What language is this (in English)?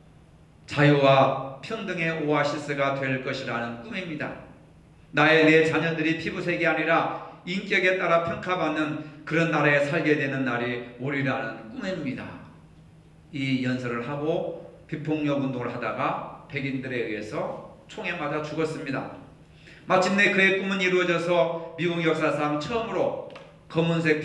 Korean